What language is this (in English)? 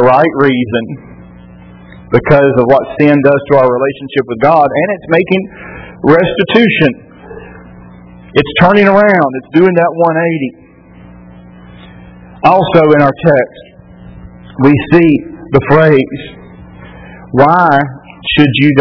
English